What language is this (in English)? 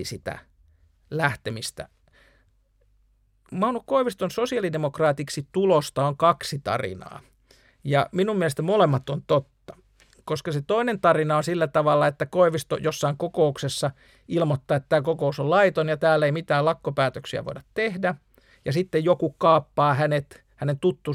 Finnish